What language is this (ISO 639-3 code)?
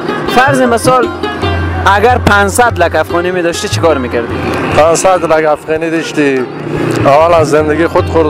fas